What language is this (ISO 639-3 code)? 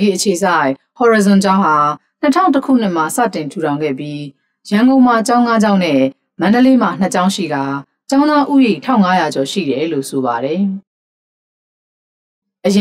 mya